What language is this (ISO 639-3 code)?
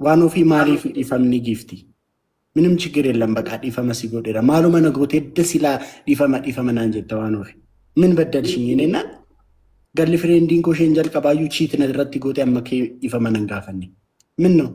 orm